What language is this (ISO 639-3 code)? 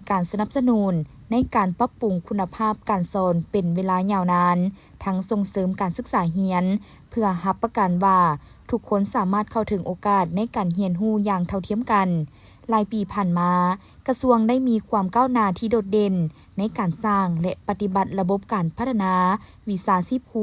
lao